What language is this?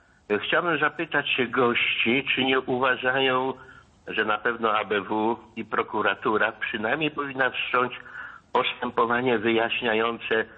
Polish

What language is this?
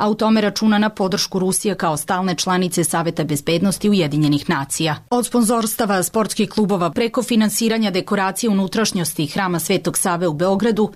Serbian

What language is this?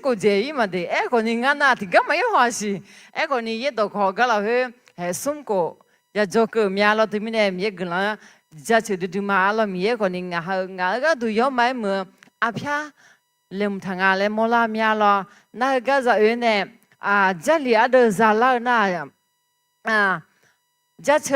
Akha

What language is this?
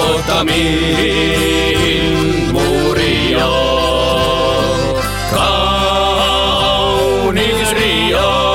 Estonian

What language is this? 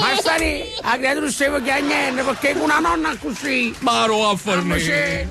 Neapolitan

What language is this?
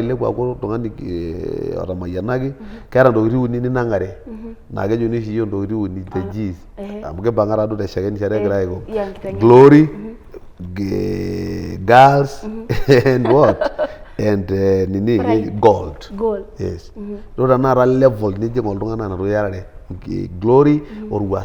Masai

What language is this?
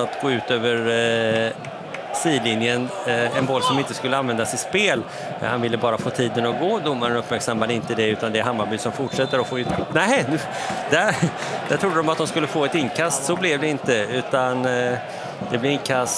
Swedish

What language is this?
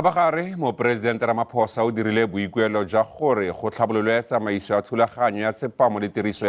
Tswana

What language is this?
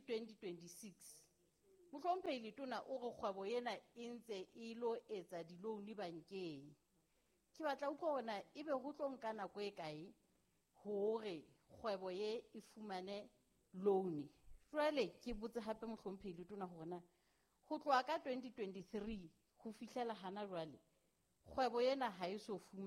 Southern Sotho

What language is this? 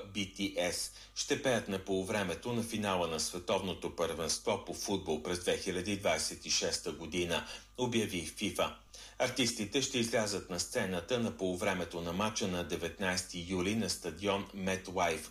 Bulgarian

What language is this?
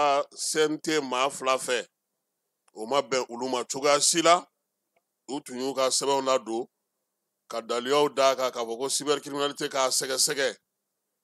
Bambara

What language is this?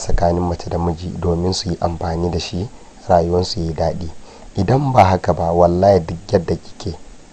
Hausa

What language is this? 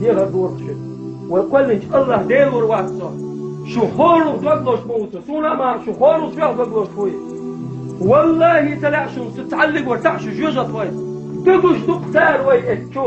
Chechen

